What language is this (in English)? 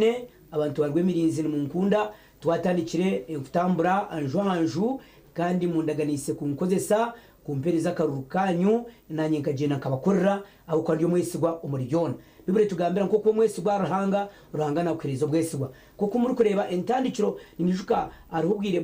Nyankole